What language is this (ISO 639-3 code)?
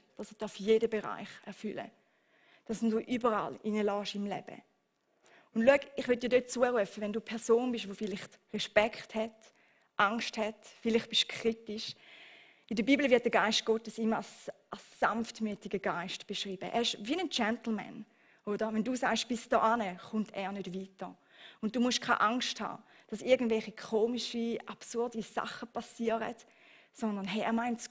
gsw